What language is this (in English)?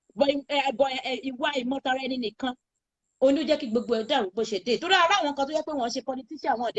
Yoruba